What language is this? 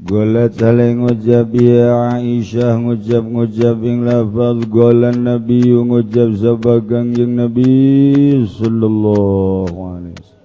Sundanese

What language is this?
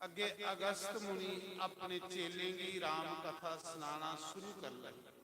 Dogri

